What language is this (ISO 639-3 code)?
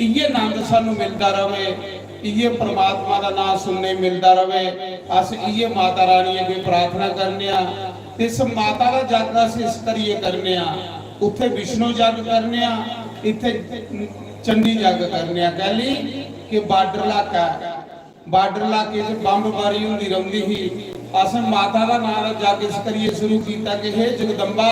doi